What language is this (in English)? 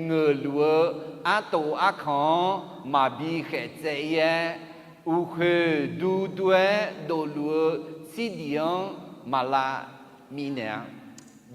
Akha